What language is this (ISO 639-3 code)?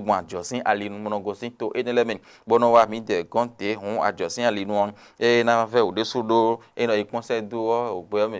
fon